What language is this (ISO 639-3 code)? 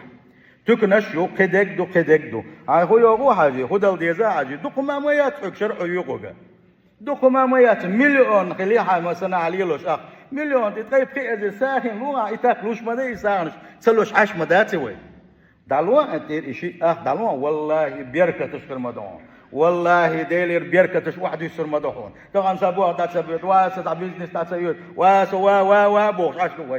che